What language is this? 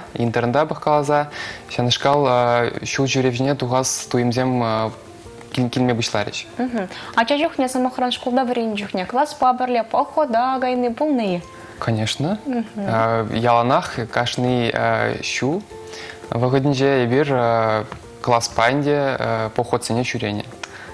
Chuvash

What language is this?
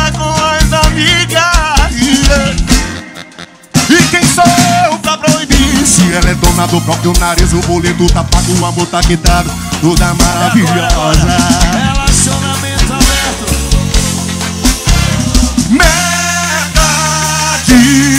Portuguese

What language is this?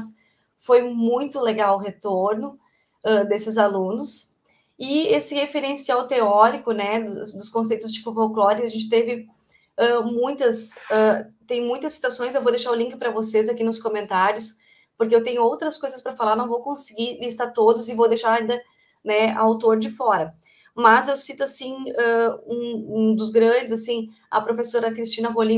Portuguese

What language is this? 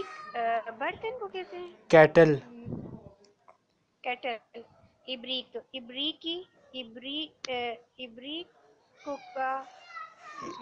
Urdu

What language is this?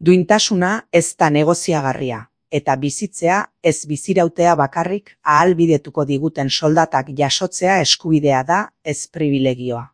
Basque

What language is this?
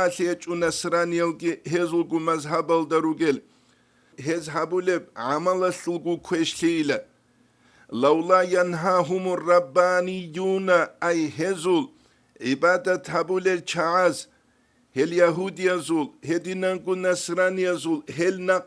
Avaric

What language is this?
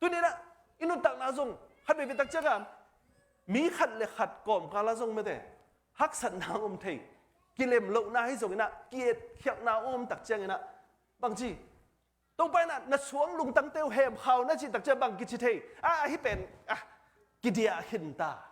Tedim Chin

